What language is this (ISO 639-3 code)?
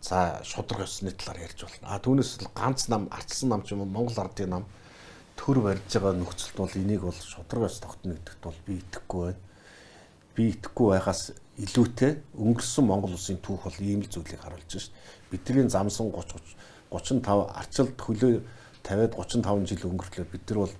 mon